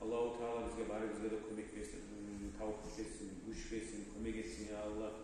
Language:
Kumyk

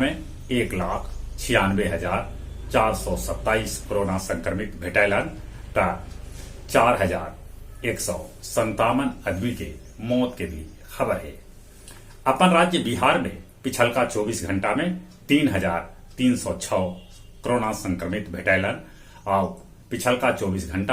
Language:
Magahi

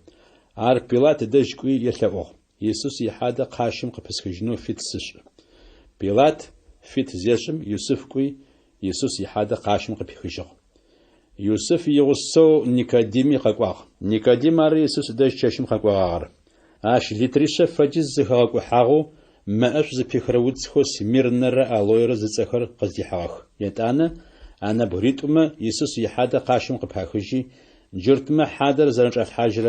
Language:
Adyghe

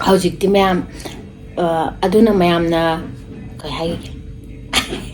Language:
Manipuri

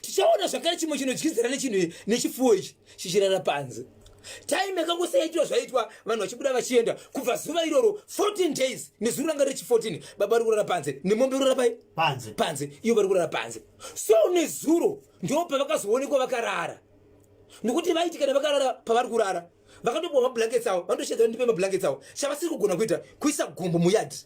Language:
Shona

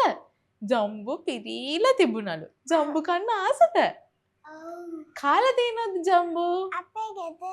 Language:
Sinhala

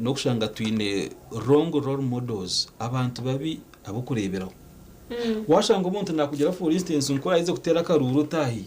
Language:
Nyankole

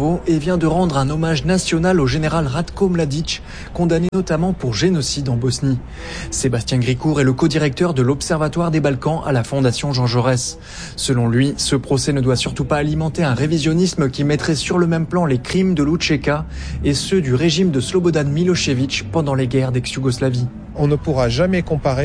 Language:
French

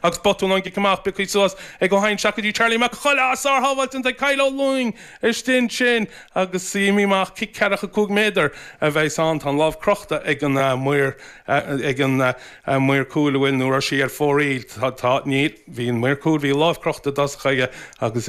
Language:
Irish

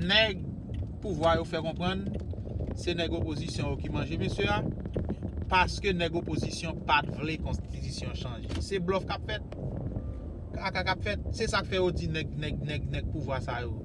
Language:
Haitian Creole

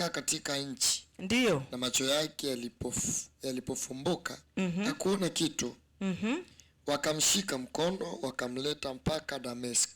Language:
Swahili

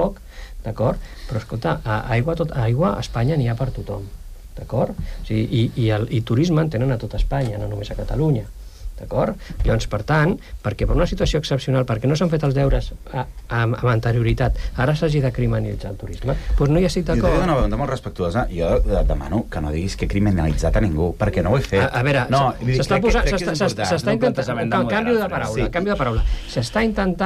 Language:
Catalan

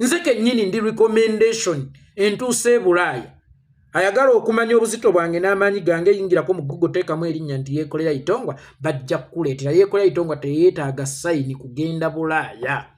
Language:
Ganda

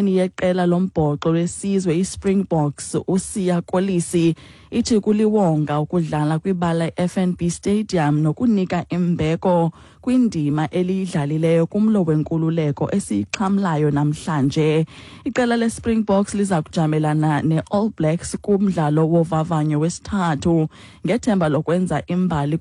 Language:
Xhosa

